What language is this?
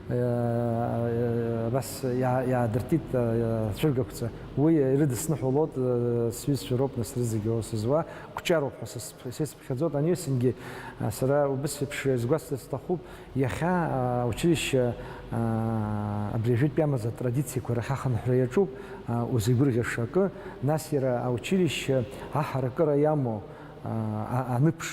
Abkhazian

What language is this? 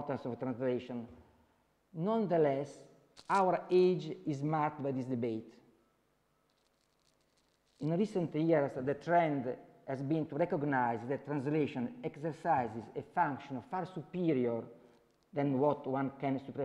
English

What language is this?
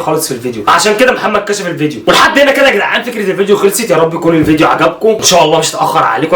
Egyptian Arabic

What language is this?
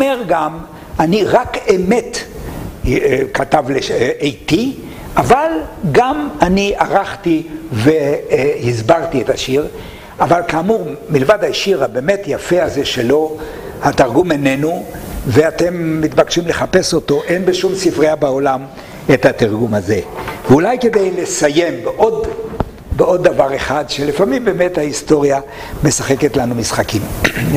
Hebrew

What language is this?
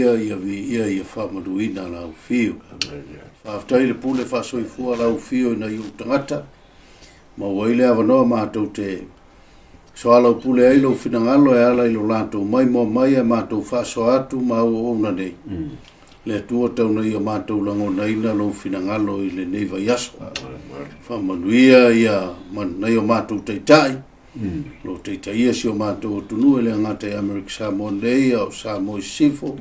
Samoan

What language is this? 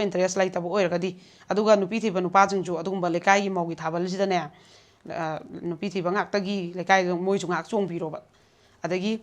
Manipuri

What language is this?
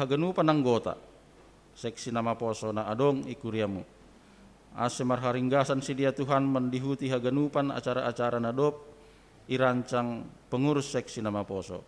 Batak Simalungun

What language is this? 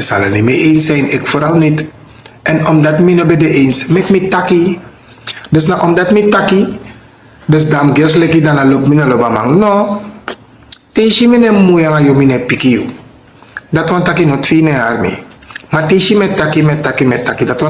Sranan Tongo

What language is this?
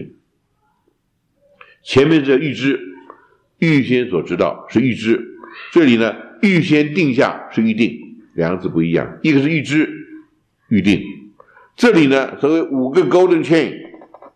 Chinese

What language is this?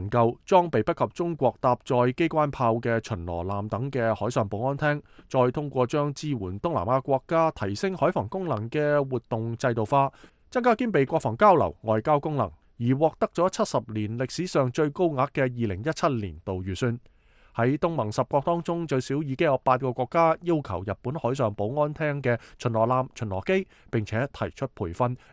Cantonese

